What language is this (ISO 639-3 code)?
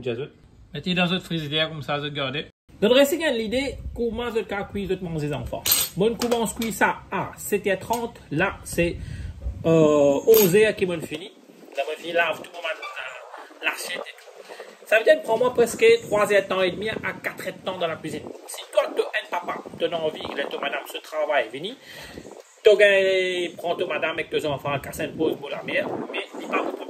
mfe